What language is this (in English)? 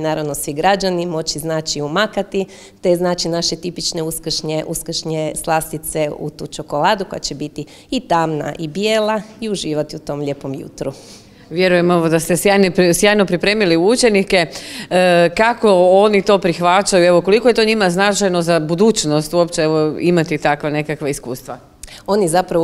Croatian